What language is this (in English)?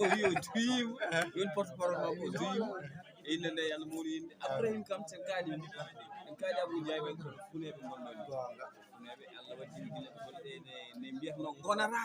Fula